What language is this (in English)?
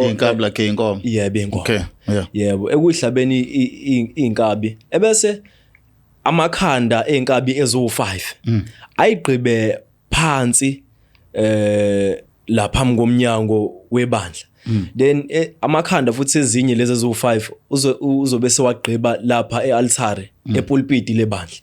Zulu